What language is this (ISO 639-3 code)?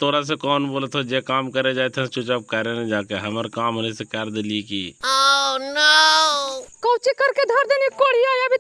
mag